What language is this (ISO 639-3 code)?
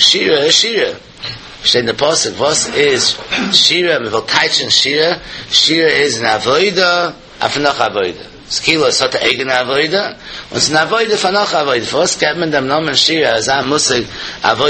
yid